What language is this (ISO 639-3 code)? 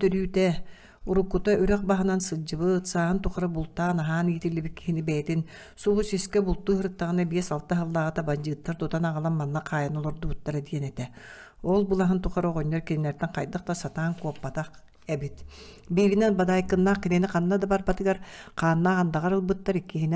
sah